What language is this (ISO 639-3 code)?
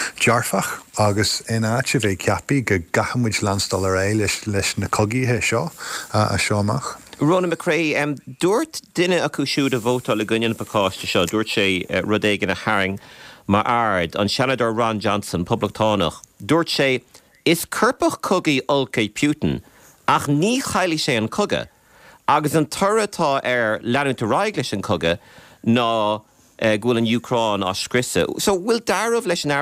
gle